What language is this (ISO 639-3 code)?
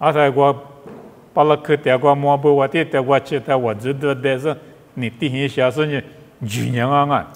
lis